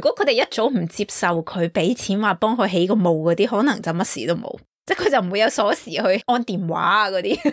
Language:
Cantonese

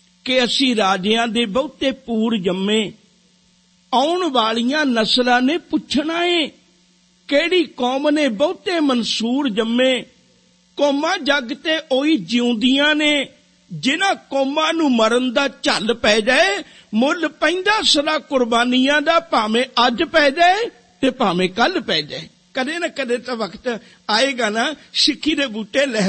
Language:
Punjabi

